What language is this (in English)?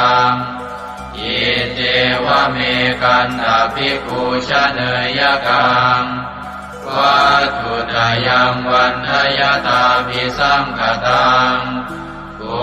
Pali